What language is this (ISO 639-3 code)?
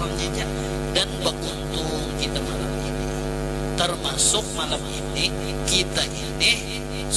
bjn